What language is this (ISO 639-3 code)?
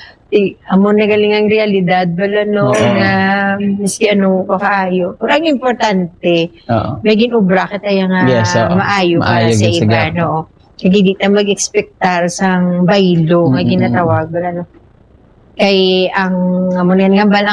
hil